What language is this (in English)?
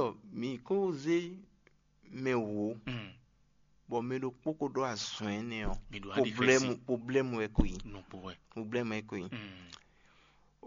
Fon